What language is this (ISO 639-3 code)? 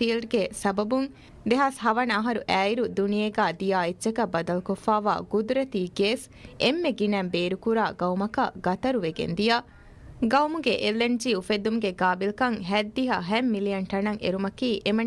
div